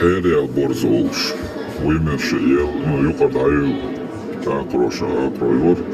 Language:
Chechen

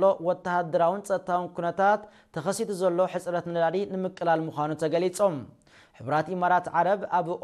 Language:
Tigrinya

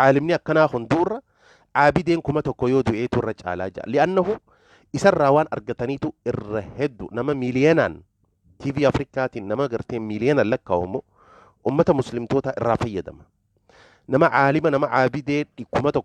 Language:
Oromo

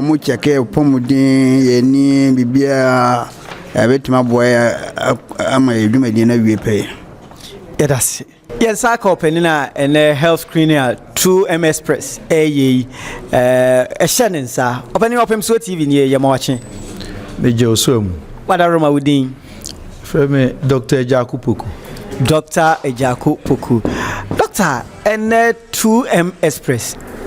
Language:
Akan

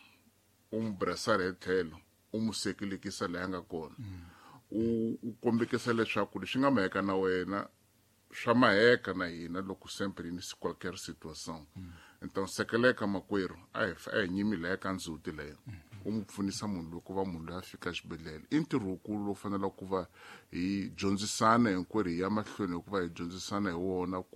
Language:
Tsonga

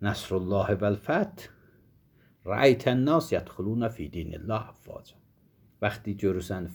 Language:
Azerbaijani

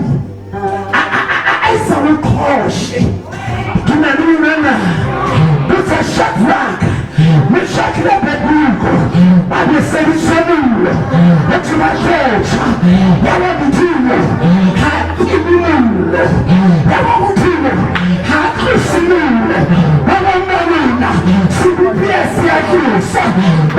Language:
Southern Sotho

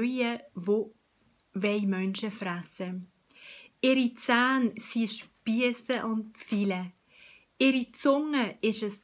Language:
Swiss German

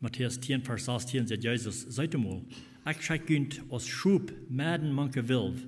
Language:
Plautdietsch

